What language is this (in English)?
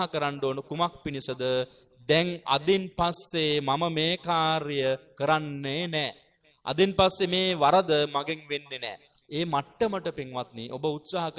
Sinhala